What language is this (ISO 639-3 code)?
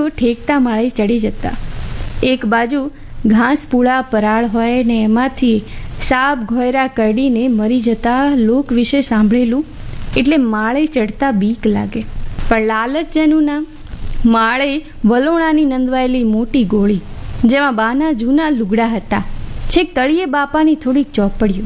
guj